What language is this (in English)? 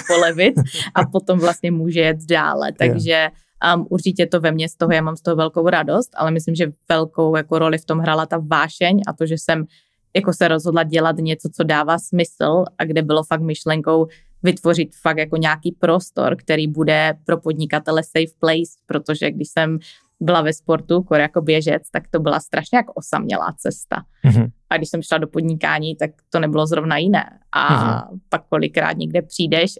Czech